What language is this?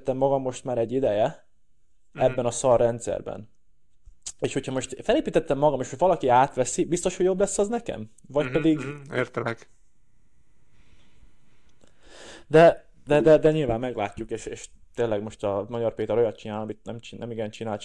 Hungarian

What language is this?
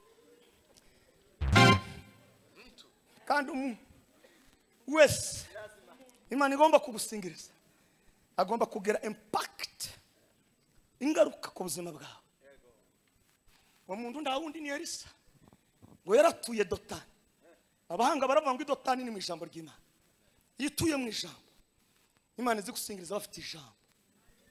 Kinyarwanda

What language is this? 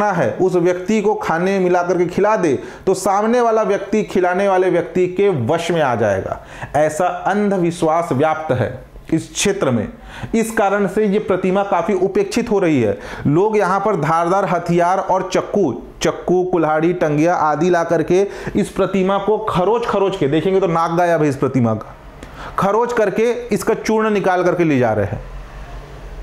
Hindi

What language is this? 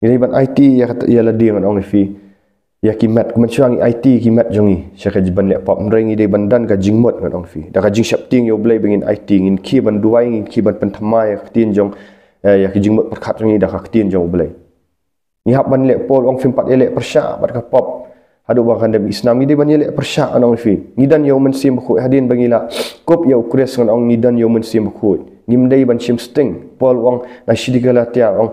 Khasi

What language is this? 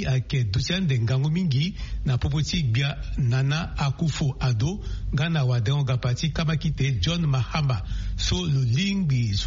Sango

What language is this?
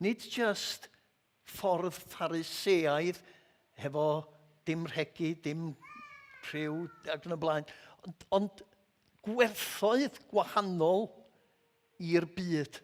Welsh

